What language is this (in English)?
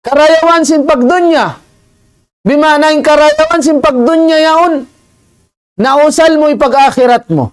Tausug